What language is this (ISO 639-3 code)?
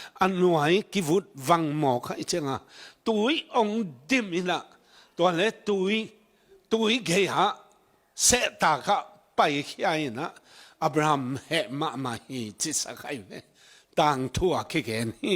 ctd